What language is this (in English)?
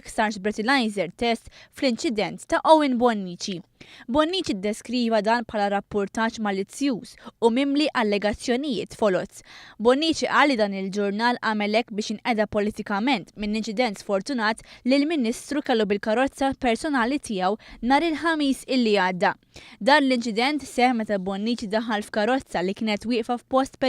Maltese